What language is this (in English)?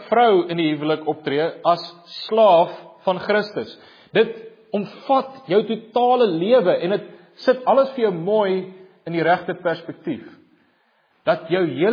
Afrikaans